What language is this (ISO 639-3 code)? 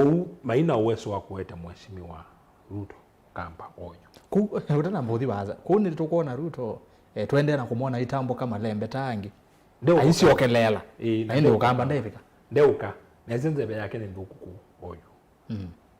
kam